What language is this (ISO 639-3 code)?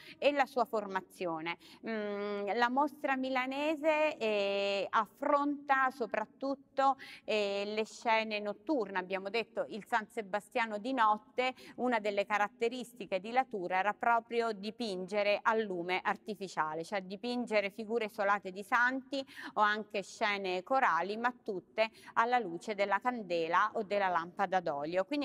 ita